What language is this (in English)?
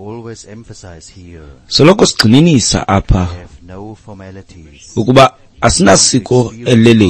Xhosa